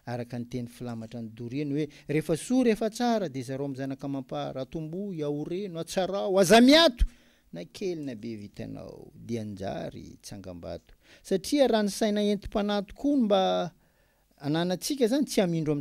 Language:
Malagasy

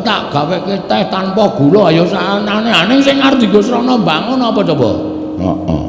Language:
Javanese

